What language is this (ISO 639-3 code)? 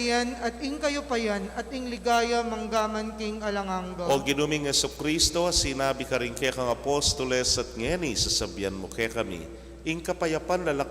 pam